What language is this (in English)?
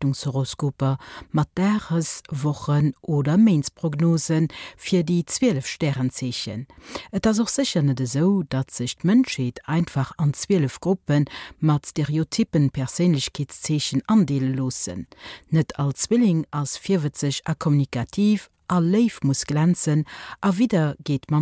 Luxembourgish